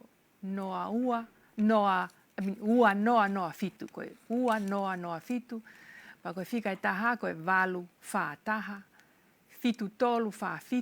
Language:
Tongan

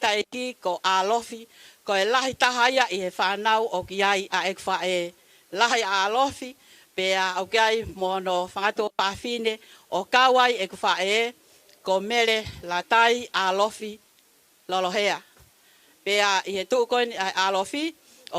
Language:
Tongan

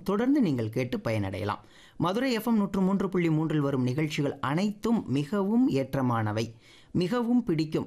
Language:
Tamil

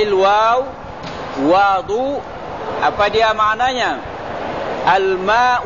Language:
Malay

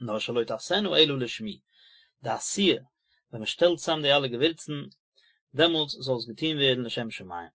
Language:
Yiddish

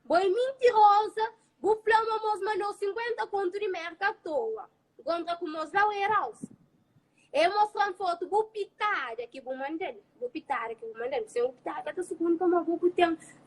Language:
Kabuverdianu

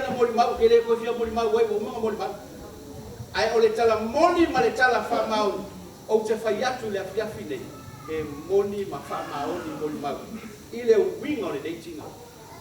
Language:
Samoan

